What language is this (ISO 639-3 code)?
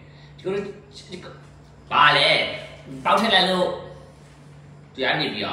mya